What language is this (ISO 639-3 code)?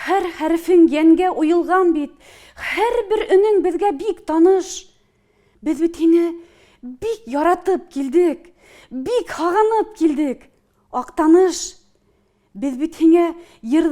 bak